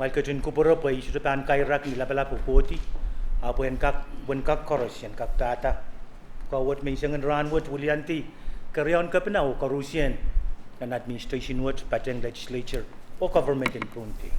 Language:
Pohnpeian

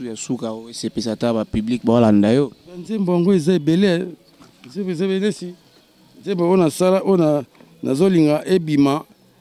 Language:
Lingala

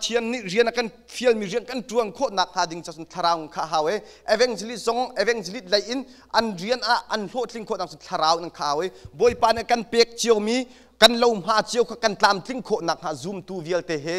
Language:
Hakha Chin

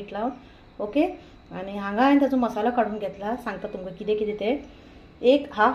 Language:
Konkani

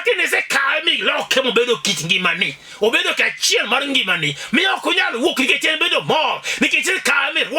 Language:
Luo (Kenya and Tanzania)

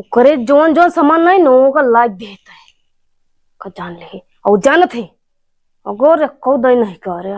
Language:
Awadhi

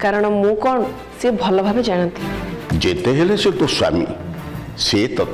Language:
Odia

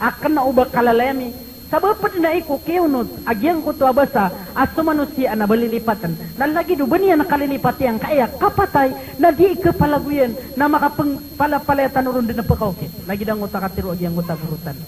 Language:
Maranao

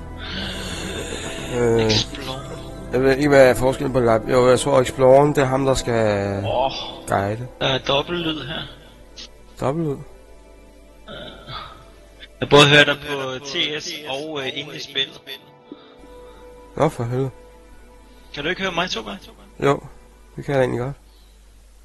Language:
Danish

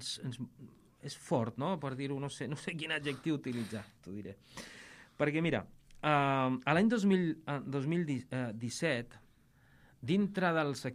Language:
Catalan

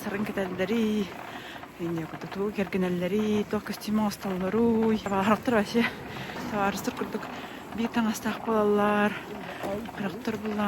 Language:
Yakut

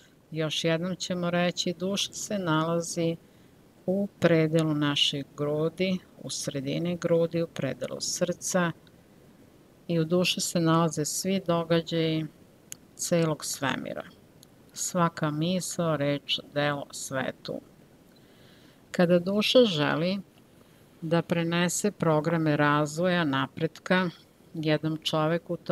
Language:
Serbian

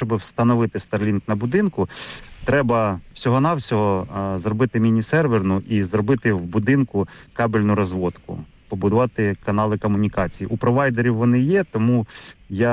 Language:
Ukrainian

